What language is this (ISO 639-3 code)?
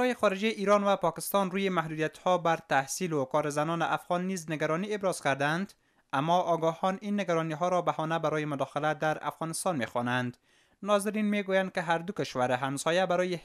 fas